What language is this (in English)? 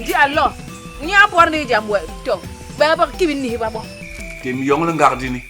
Basaa